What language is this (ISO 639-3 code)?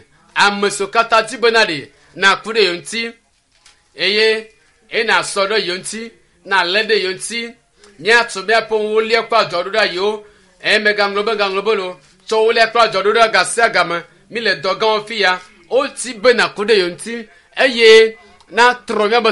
ewe